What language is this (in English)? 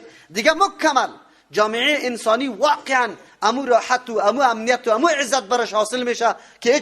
Persian